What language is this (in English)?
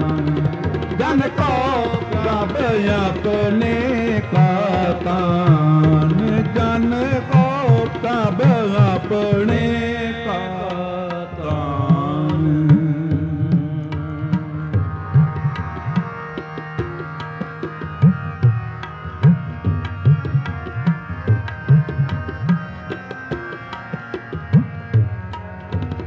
Punjabi